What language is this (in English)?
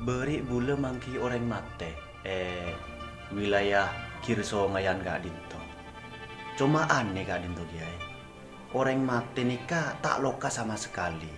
Madurese